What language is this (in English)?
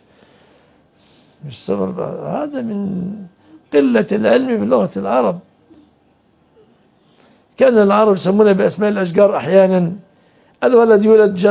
Arabic